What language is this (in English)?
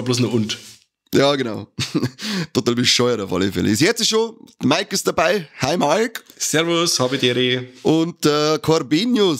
Bavarian